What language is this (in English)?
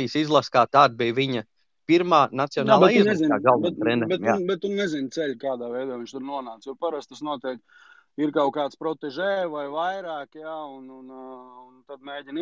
Latvian